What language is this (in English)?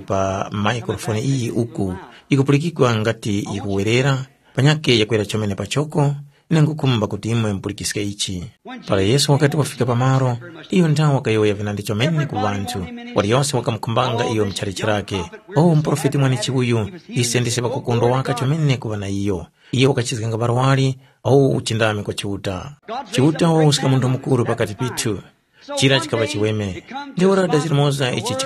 Tumbuka